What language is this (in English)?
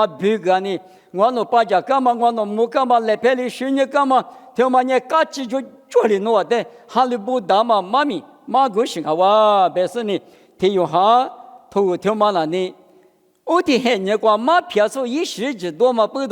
Lisu